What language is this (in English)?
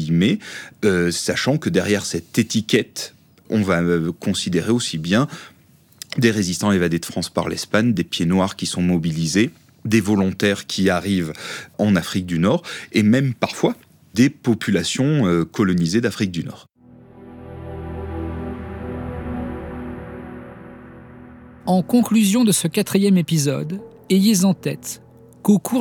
French